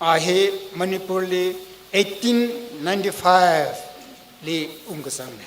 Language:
Tangkhul Naga (India)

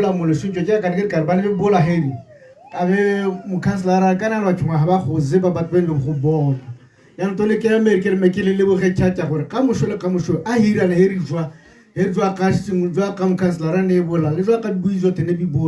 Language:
Tswana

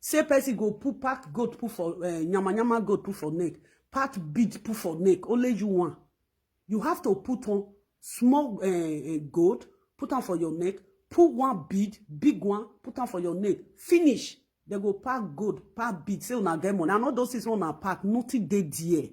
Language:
Nigerian Pidgin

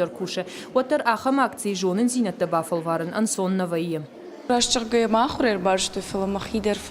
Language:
Ossetic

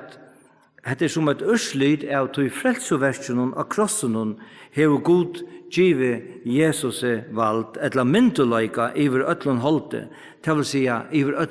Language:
Faroese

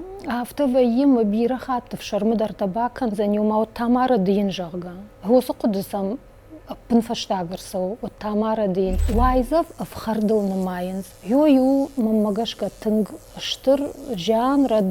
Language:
Ossetic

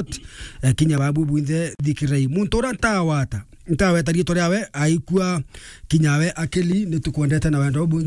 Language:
Meru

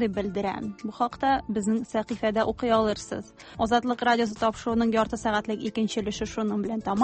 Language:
Tatar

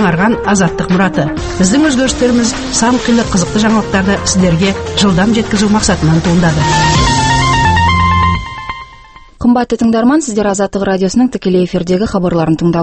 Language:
Kazakh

